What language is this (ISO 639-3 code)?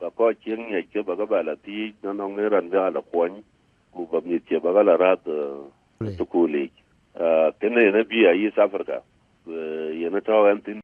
din